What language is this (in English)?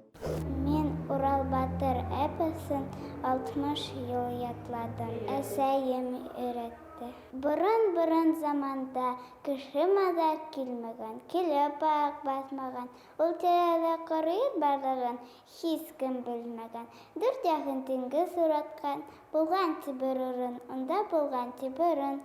Bashkir